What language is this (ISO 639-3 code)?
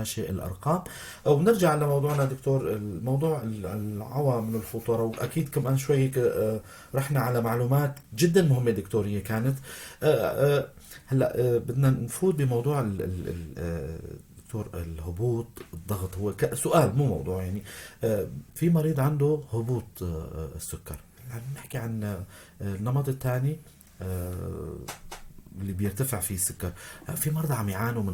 apc